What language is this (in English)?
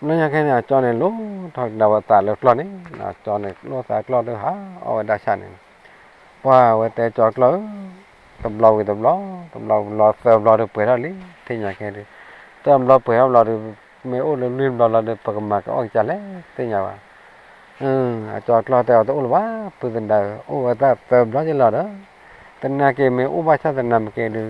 S'gaw Karen